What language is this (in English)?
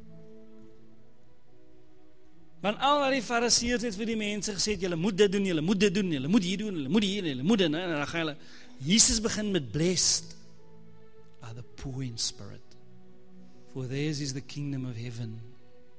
Afrikaans